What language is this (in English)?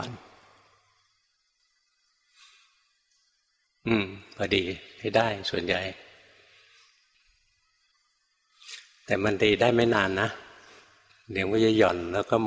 Thai